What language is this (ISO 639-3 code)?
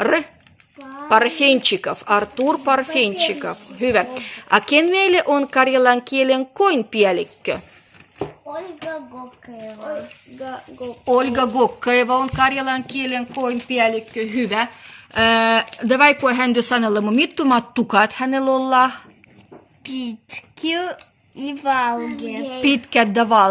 olo